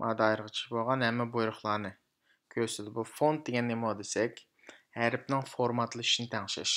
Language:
Uyghur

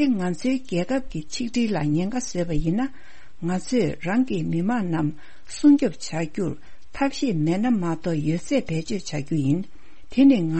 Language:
Tibetan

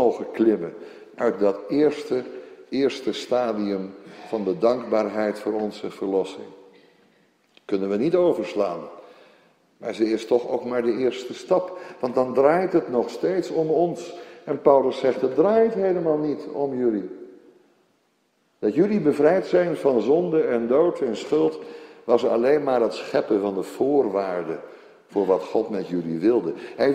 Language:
Dutch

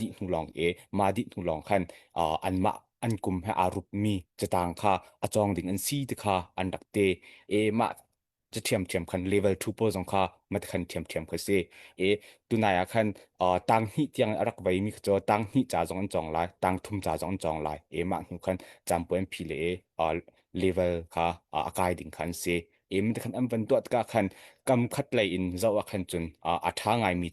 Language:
Hakha Chin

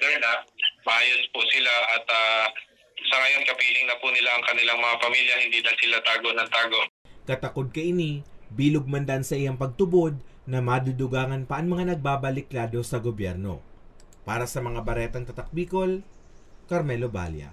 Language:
Bikol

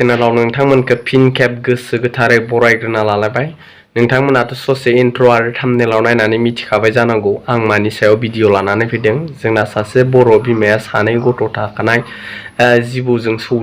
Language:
Bodo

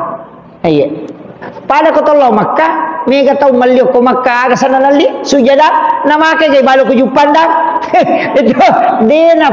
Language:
Buginese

